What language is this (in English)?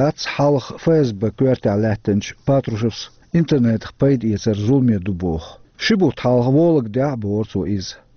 Chechen